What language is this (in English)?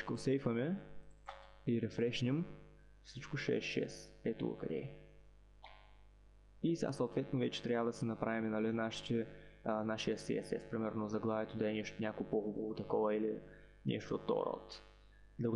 Bulgarian